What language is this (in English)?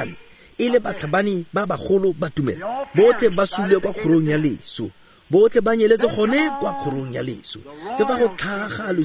Tswana